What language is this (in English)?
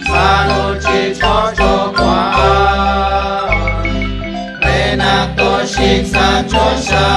Kekchí